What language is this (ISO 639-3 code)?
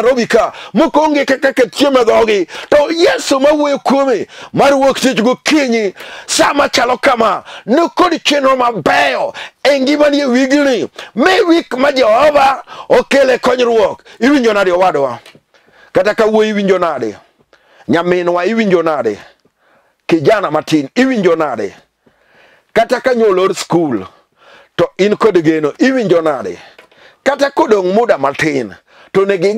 luo